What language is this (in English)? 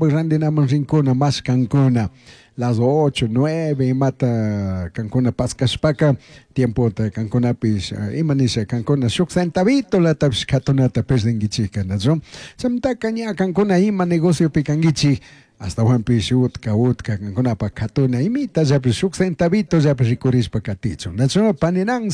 Chimborazo Highland Quichua